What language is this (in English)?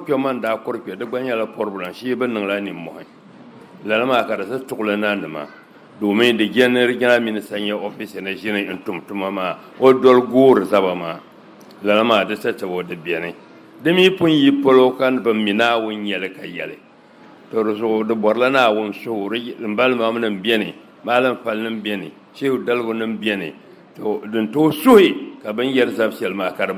Dagbani